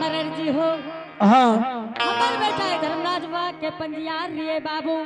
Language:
Angika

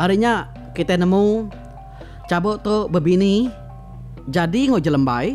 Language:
Iban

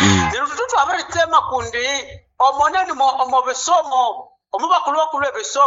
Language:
Nande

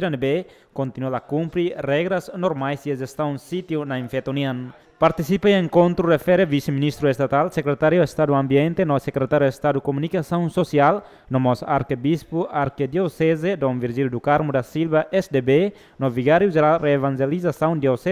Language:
Tetum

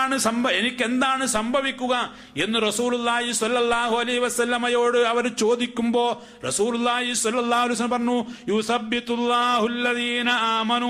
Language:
Malayalam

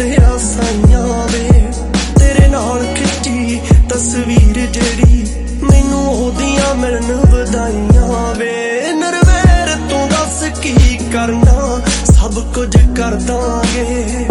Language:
Punjabi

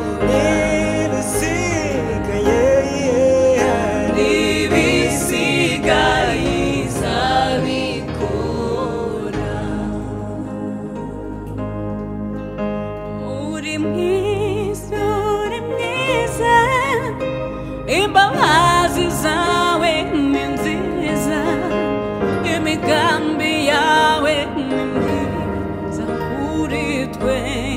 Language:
Kinyarwanda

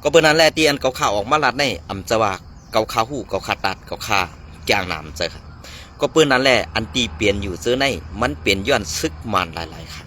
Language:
Shan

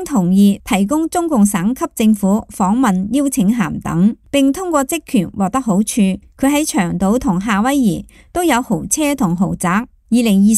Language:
Cantonese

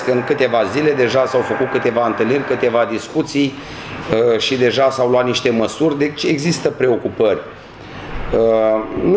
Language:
Romanian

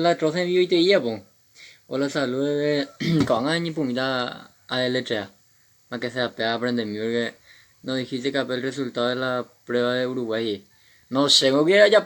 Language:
Guarani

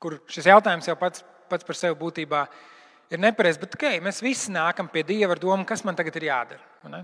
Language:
Latvian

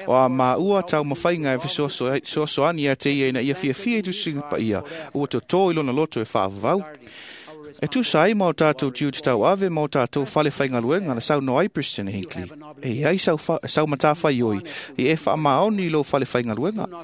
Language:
Samoan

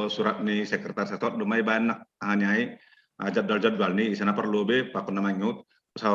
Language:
Batak Simalungun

